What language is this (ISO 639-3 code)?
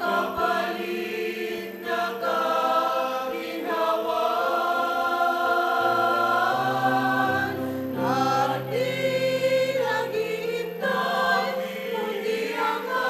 bik